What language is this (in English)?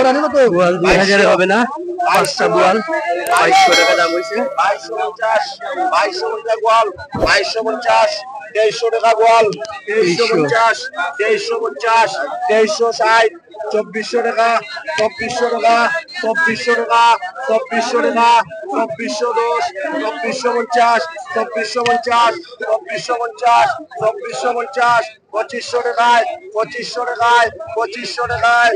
Sylheti